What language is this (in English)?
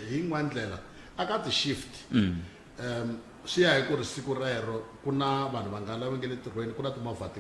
Tsonga